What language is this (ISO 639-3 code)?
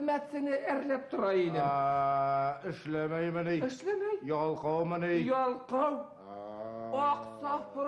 bak